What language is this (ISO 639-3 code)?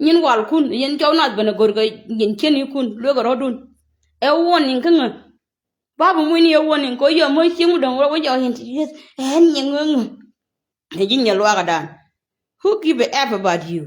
nus